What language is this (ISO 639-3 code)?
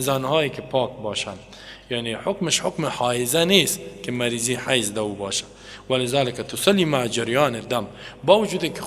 fas